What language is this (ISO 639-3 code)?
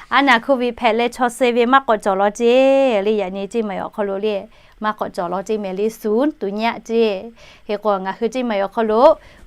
lhu